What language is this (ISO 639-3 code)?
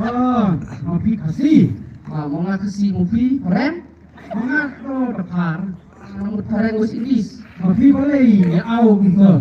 kha